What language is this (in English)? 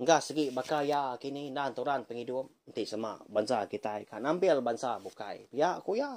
Iban